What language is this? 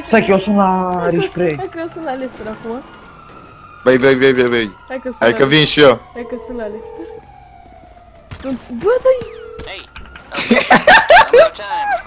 Romanian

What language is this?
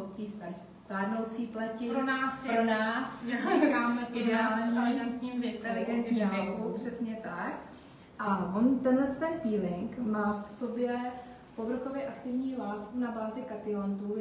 Czech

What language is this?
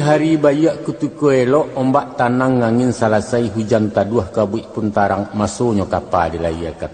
Minangkabau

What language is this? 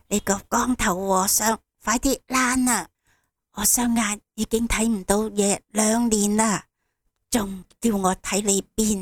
Cantonese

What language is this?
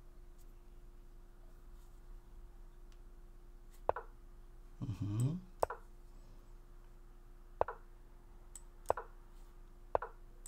Polish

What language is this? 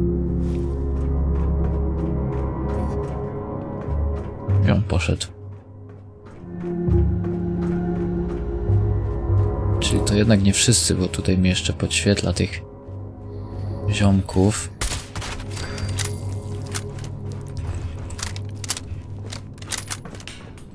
Polish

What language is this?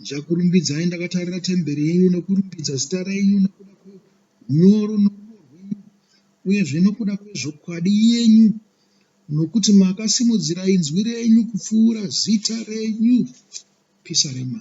Shona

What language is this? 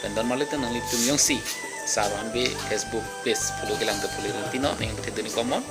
Karbi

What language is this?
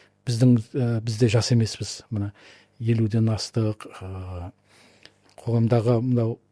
Kazakh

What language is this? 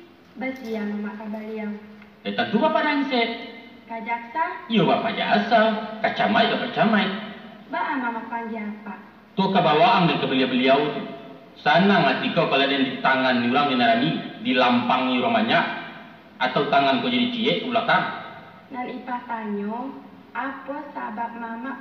Minangkabau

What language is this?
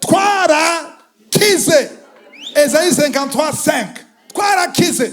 Rundi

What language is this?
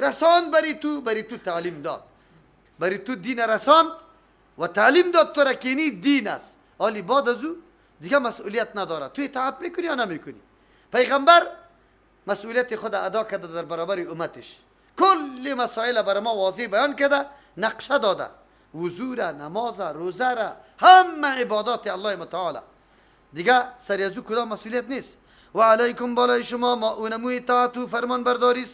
Persian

